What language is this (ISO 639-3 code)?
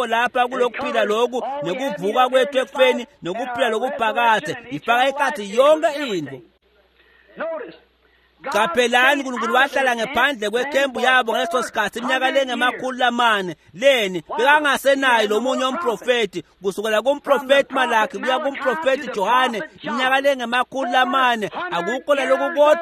ssw